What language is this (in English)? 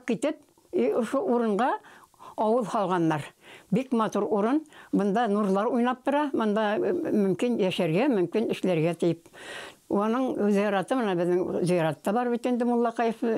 Bashkir